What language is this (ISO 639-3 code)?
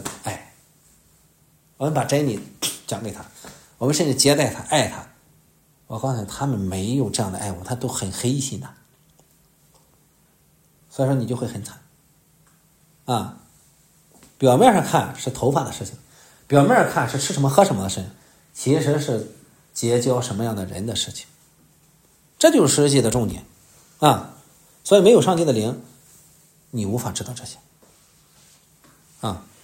zho